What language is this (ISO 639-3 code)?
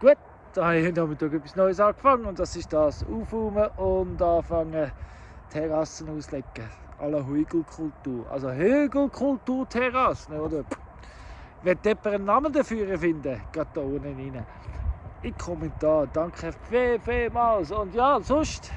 gsw